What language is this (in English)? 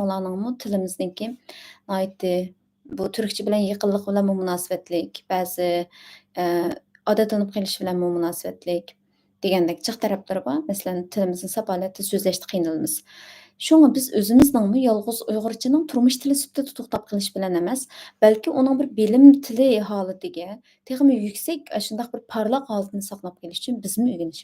Uyghur